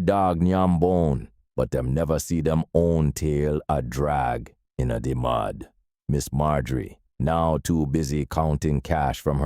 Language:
Jamaican Creole English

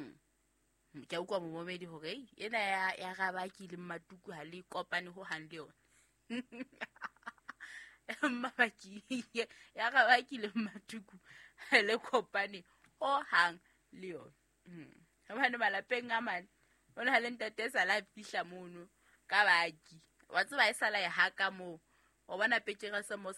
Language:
Southern Sotho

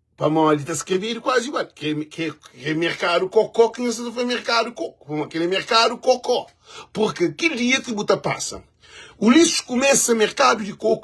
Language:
Kabuverdianu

